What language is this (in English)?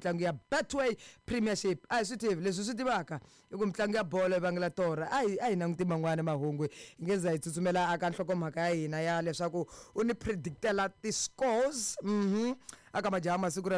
Tsonga